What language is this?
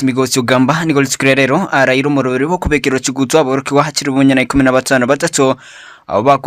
Gusii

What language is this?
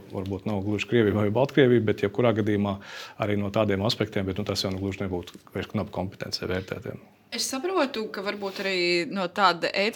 Latvian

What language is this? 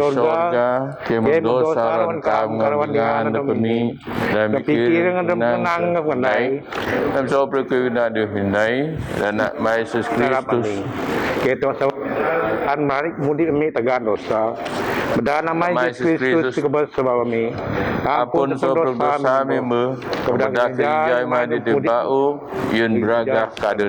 Biatah Bidayuh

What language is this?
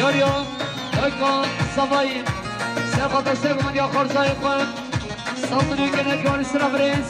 Kurdish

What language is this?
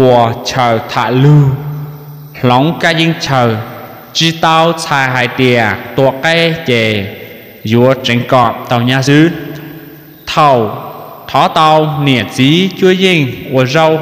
Hmong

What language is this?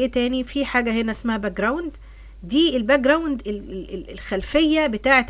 Egyptian Arabic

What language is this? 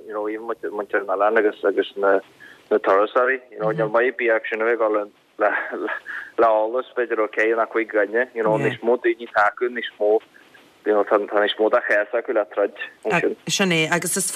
Irish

